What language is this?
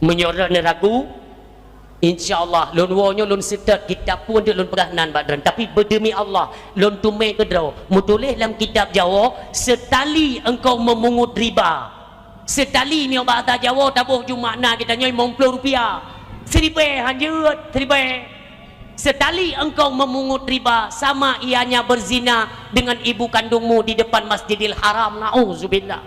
Achinese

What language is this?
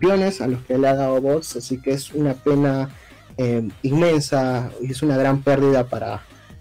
Spanish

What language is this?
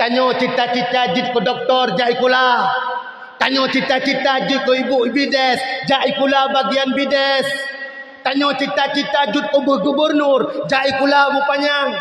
Achinese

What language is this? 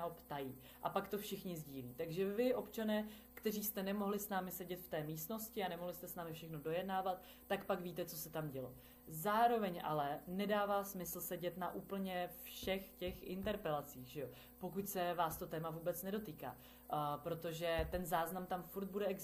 Czech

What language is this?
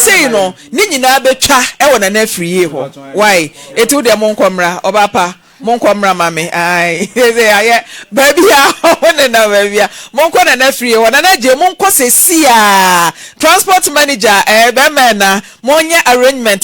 Akan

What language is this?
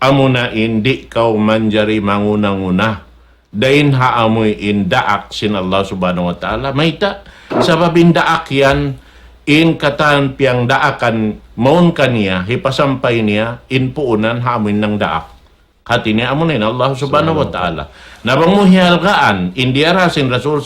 Tausug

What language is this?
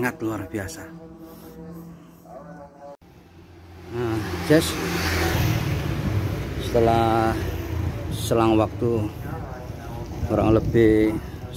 Indonesian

